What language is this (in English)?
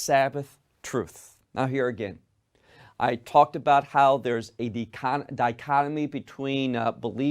English